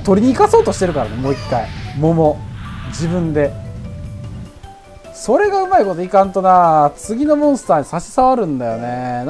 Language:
Japanese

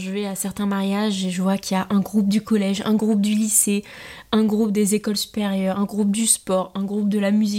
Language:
French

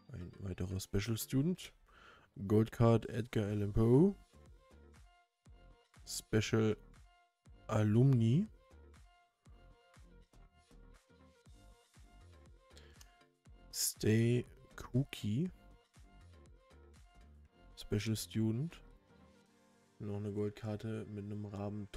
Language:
German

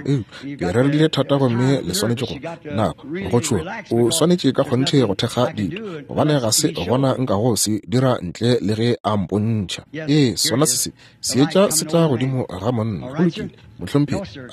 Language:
Northern Sotho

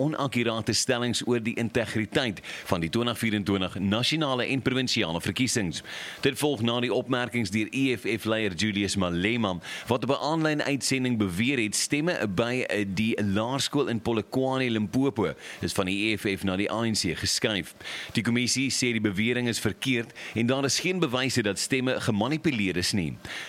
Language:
Afrikaans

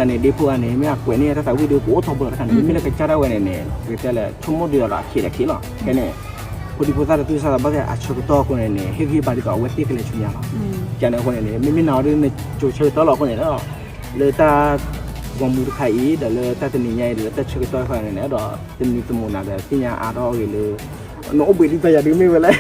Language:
S'gaw Karen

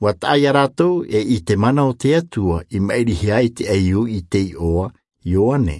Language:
Tahitian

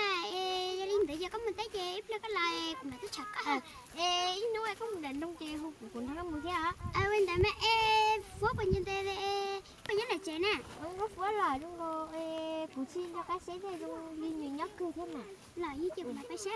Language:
Hmong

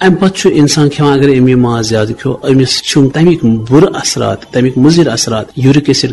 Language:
Kashmiri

